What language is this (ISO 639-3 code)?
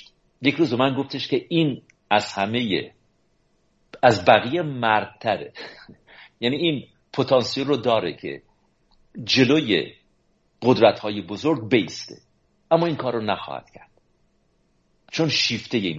fas